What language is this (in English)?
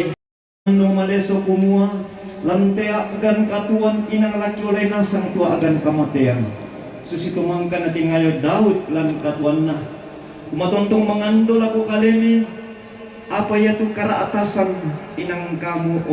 Toraja-Sa'dan